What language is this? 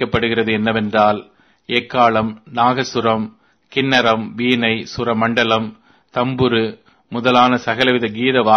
Tamil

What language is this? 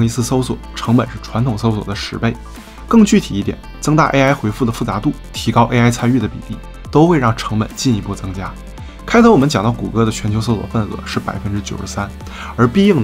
Chinese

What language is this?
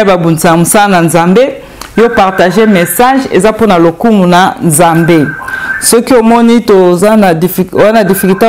Lingala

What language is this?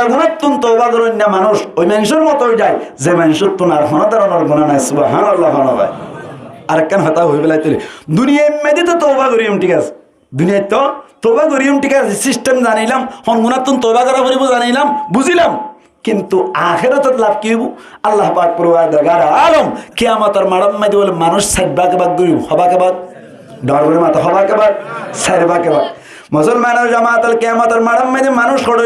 Rohingya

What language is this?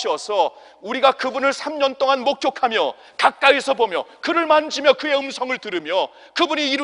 Korean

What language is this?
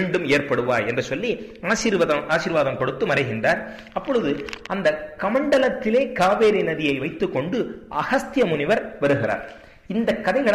Tamil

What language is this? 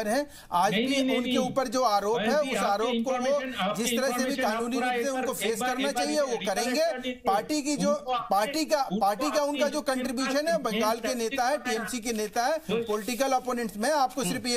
Hindi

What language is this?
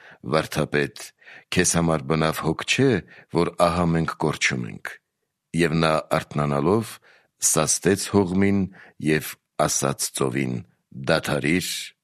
Armenian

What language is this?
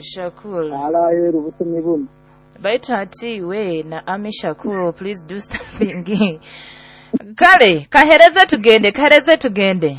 Nyoro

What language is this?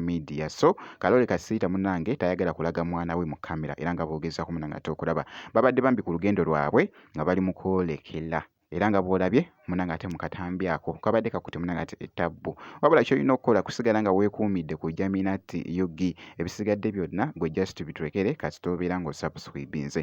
Ganda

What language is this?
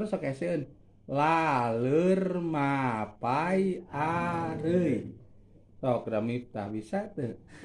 Sundanese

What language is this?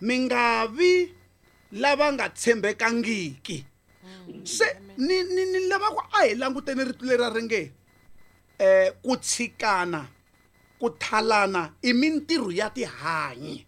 Tsonga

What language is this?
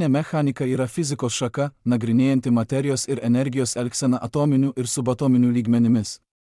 Lithuanian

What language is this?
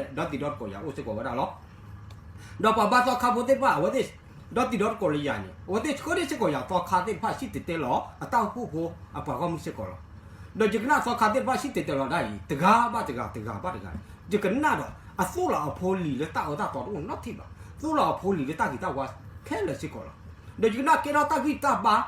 S'gaw Karen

